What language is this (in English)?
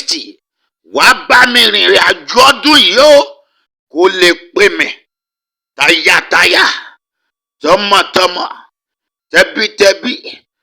Yoruba